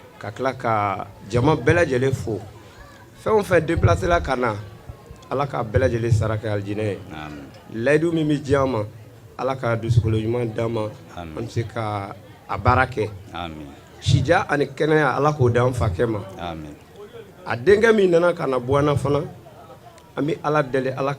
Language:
Bambara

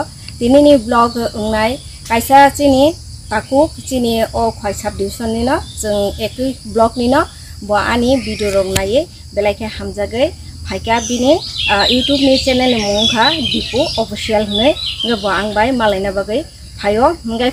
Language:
Kok Borok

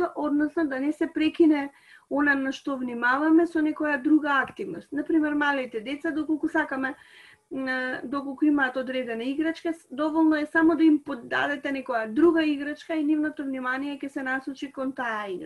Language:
Macedonian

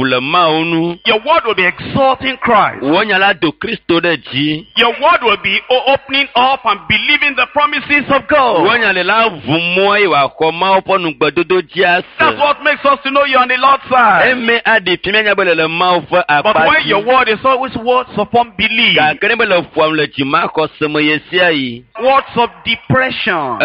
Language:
Ewe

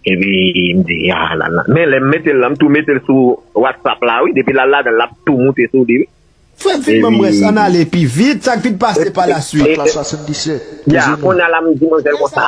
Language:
Haitian Creole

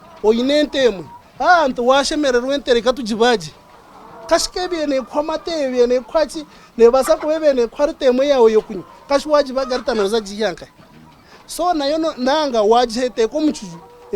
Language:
Nyankole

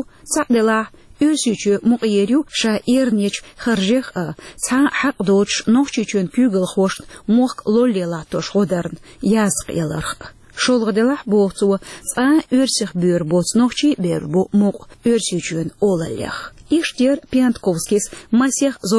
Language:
Chechen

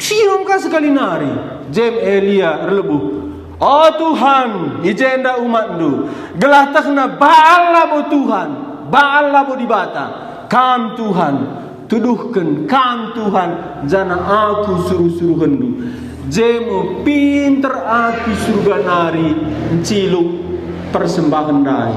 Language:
Batak Karo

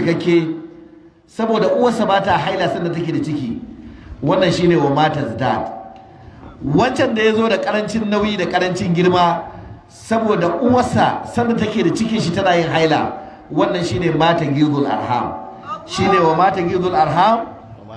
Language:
Hausa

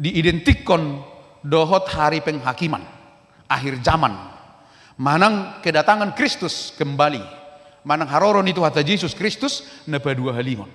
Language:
Batak Toba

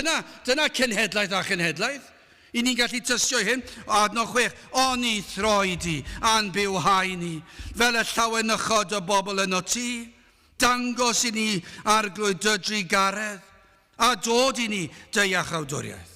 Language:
Welsh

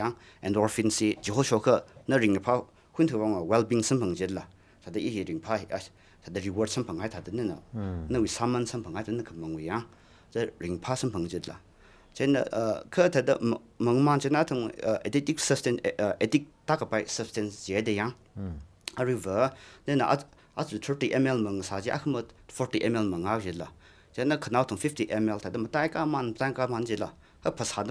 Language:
Tangkhul Naga (India)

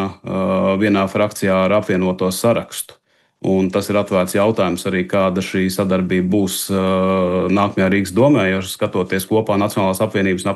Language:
Latvian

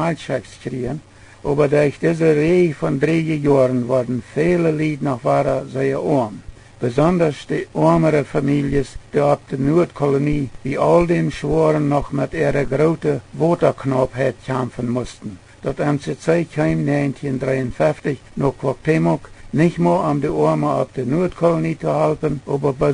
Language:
Plautdietsch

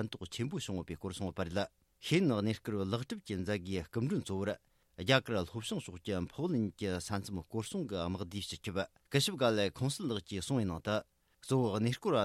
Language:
Tibetan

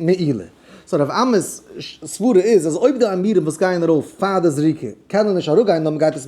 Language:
Yiddish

